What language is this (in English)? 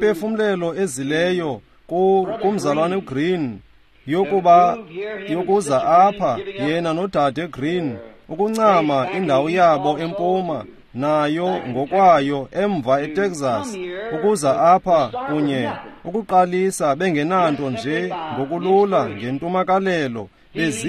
Xhosa